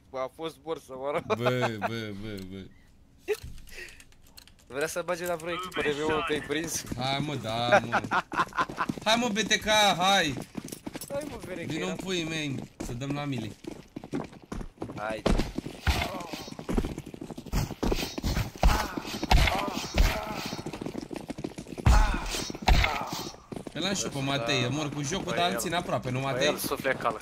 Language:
Romanian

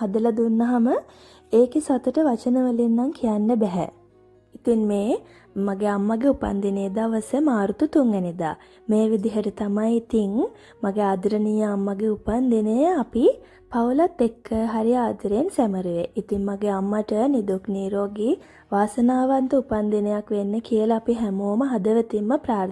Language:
Sinhala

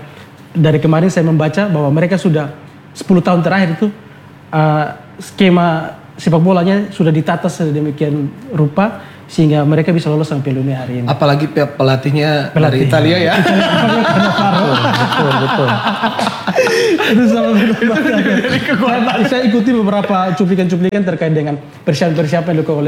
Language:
Indonesian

